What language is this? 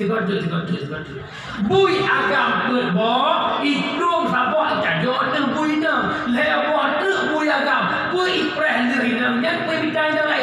Achinese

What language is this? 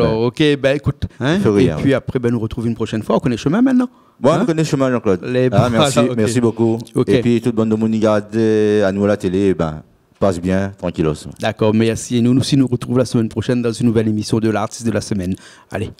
Réunion Creole French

